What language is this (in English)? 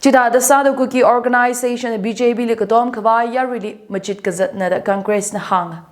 Tangkhul Naga (India)